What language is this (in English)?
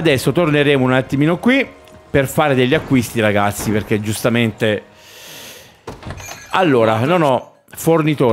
Italian